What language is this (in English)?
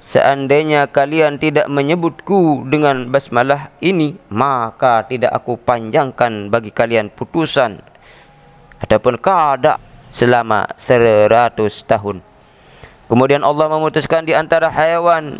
Sasak